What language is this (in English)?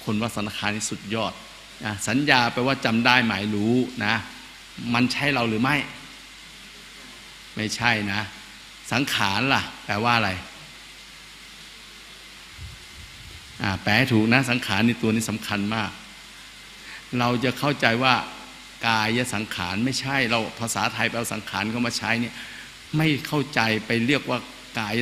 Thai